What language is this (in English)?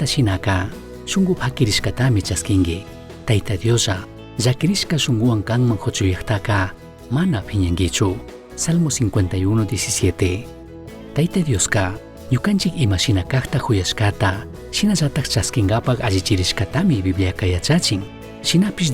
Chimborazo Highland Quichua